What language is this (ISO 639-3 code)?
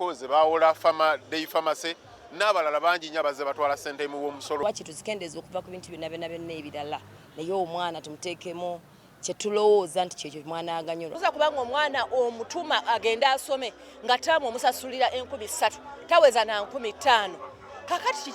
lug